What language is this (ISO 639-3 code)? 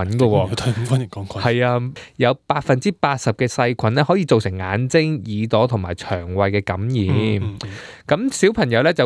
yue